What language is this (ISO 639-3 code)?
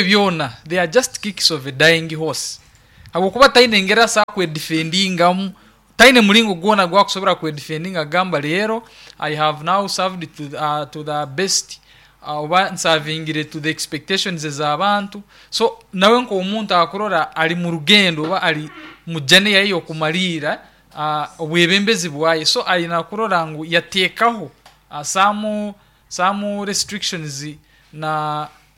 nyn